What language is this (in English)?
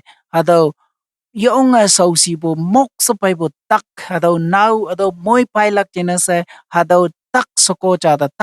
Konyak Naga